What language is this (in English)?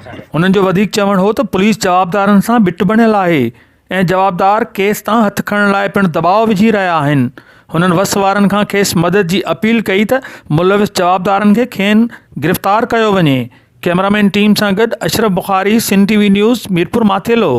Sindhi